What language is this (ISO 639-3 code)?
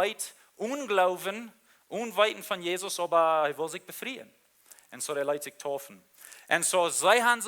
pdt